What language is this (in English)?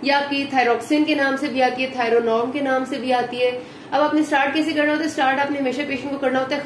Hindi